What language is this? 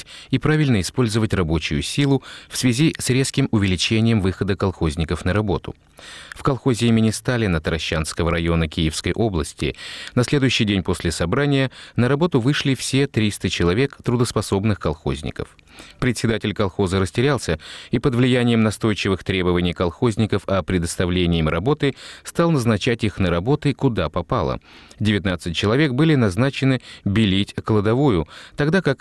Russian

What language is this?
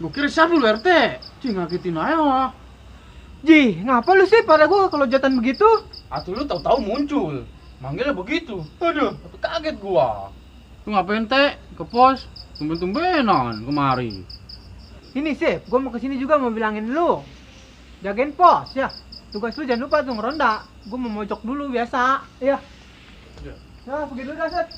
Betawi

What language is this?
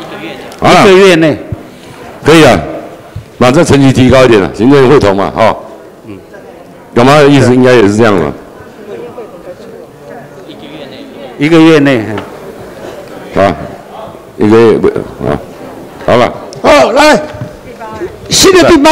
Chinese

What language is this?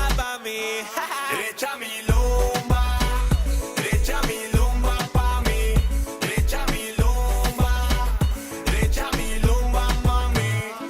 Papiamento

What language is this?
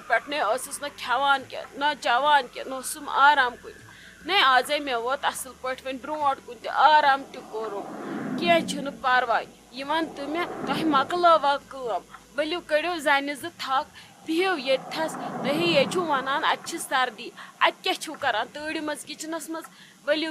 Kashmiri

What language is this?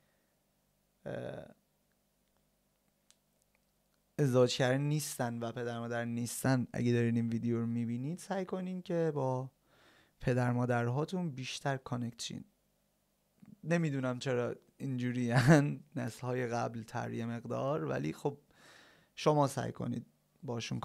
Persian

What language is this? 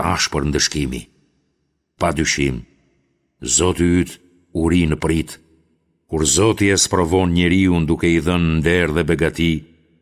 Albanian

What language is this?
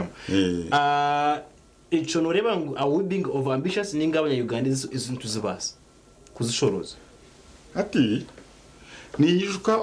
Nyankole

